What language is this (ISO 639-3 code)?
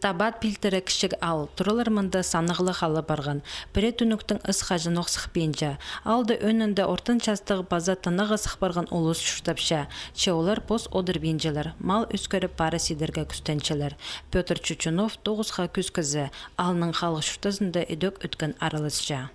kjh